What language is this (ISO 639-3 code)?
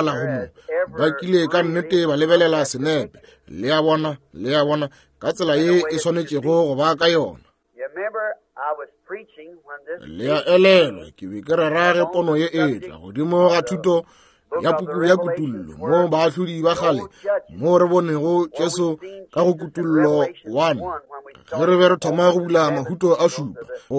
nso